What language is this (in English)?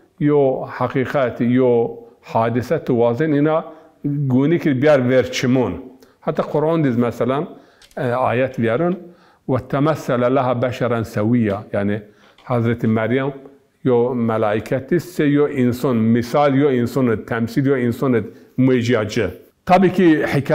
Zaza